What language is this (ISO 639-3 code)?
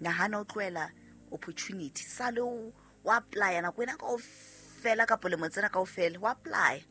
sot